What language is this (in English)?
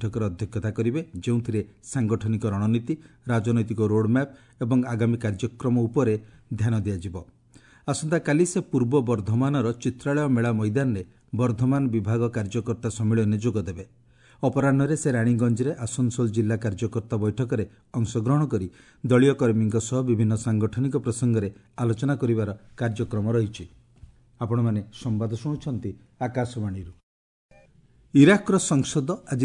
Odia